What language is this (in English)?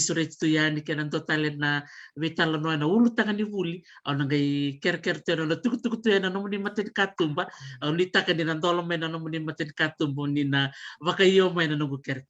Fijian